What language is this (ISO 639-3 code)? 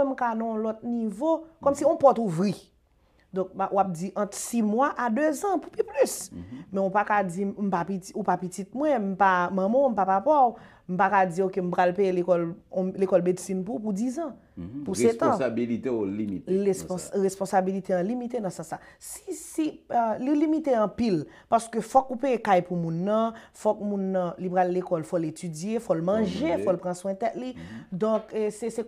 hat